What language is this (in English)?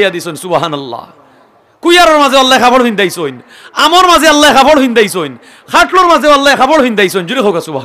Sylheti